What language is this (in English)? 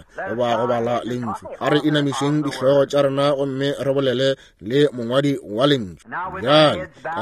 Northern Sotho